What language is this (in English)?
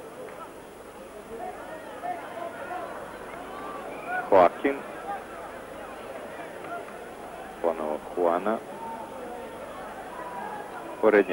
Serbian